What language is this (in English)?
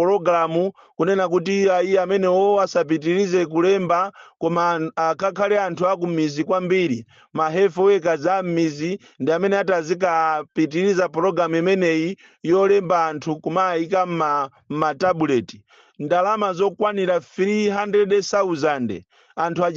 Nyanja